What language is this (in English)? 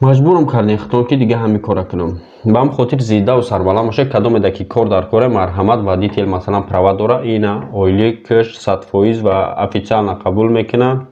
Tajik